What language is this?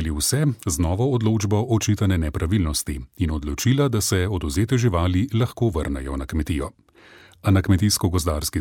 Slovenian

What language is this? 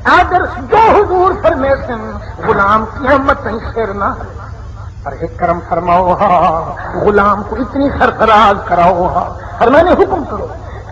Saraiki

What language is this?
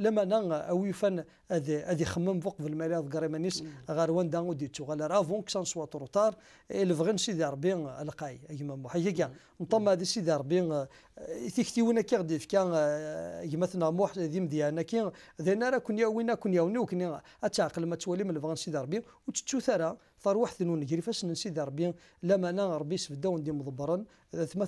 Kabyle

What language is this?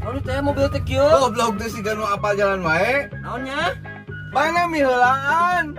Sundanese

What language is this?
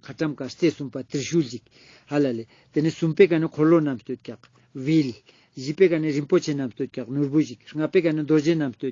Ladakhi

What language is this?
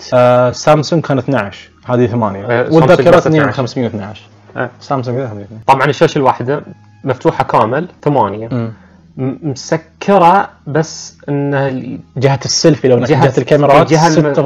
Najdi Arabic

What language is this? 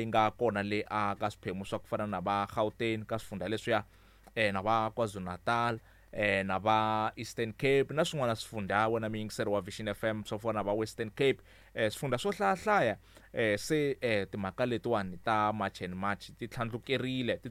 Tsonga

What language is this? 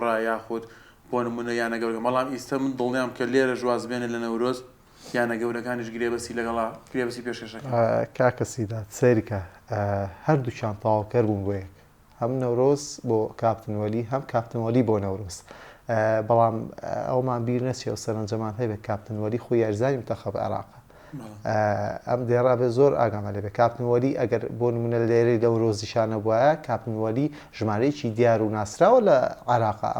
Central Kurdish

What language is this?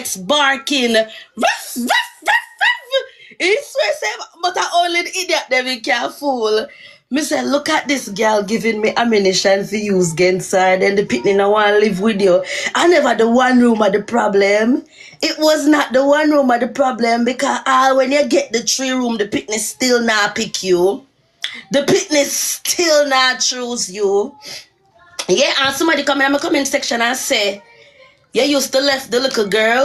Jamaican Creole English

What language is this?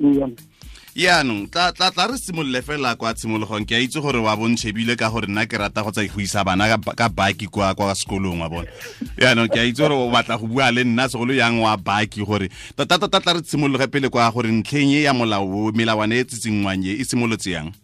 Tswana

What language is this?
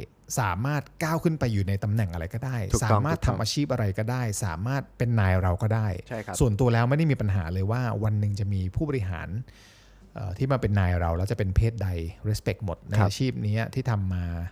Thai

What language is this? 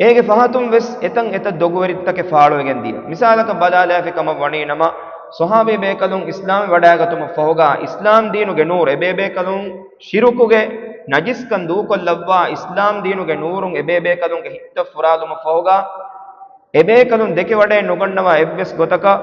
Divehi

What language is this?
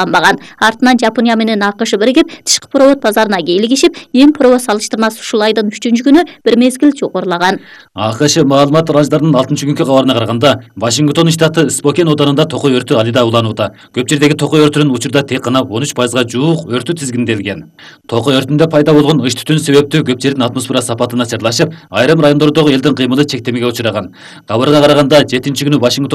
Kyrgyz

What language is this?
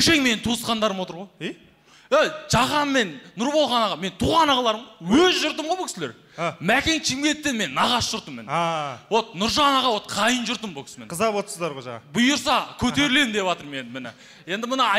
Kazakh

